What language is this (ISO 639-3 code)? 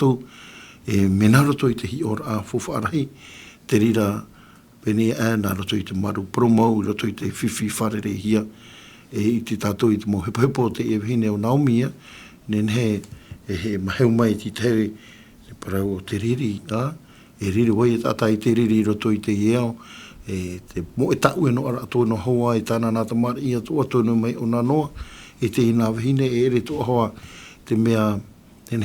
tah